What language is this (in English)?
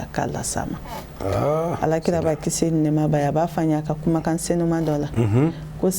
Bambara